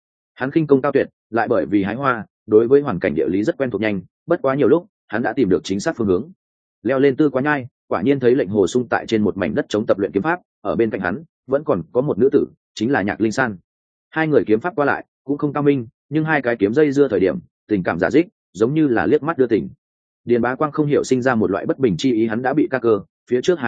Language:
Vietnamese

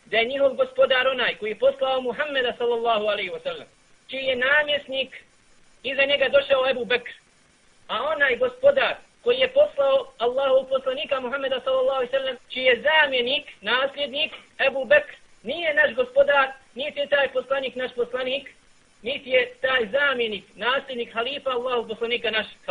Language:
Bosnian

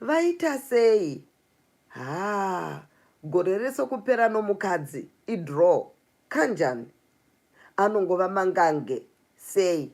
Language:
Shona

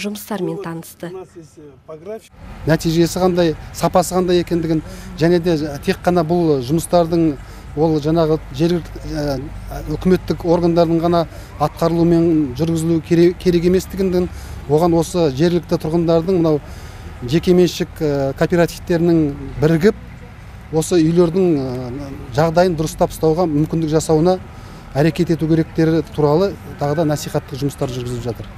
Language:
Kazakh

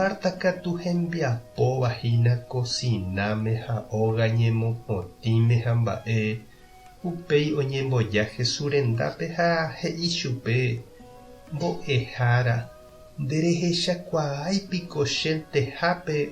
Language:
Guarani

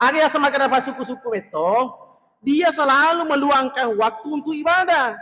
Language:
Buginese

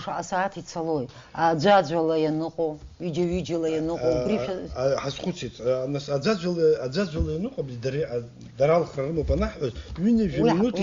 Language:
Abkhazian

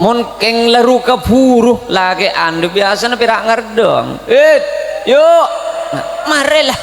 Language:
Madurese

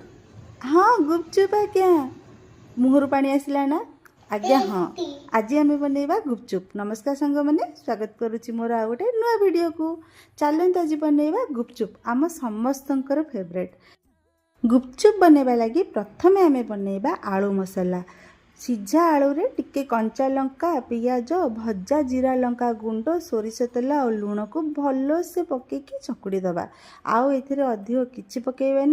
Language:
Odia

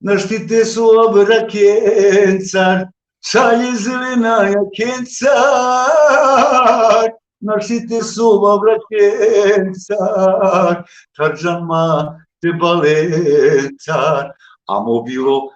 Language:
Balkan Romani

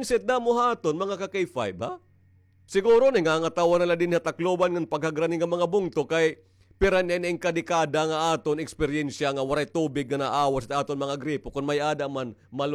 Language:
Waray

